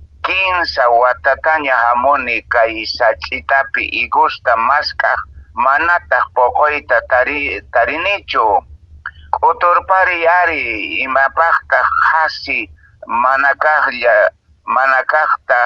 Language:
Quechua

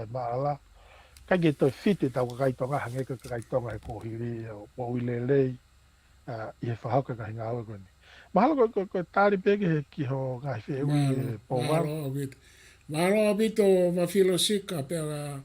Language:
Tongan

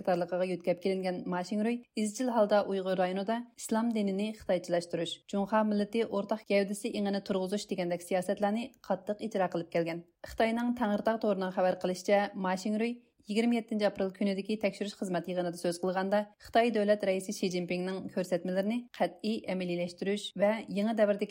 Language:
Uyghur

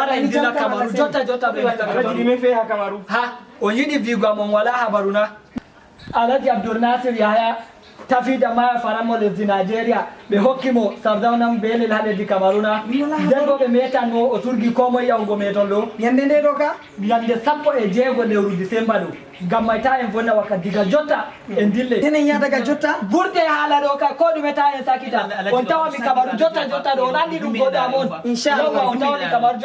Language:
Fula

